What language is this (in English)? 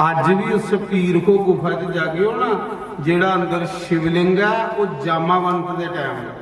Dogri